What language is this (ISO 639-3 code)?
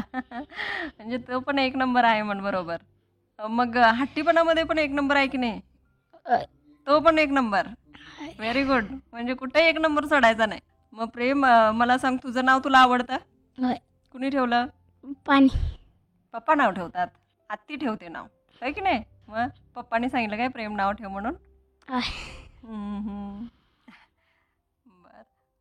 mar